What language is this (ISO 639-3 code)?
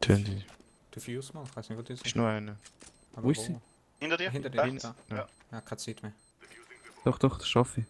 gsw